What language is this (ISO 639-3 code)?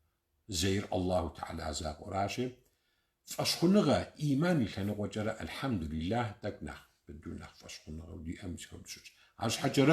kbd